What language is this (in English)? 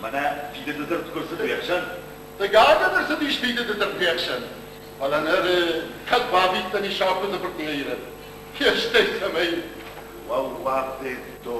Ossetic